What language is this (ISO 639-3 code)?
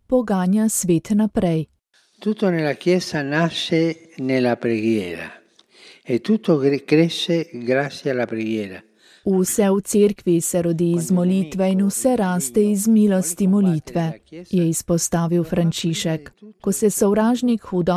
slv